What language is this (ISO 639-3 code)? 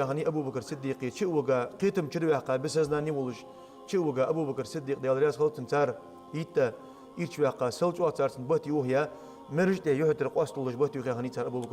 inh